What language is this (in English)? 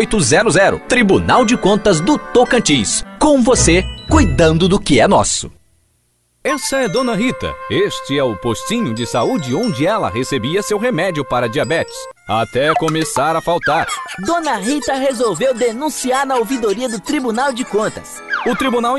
Portuguese